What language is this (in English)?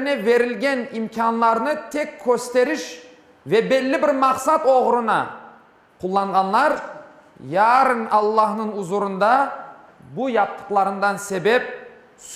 Crimean Tatar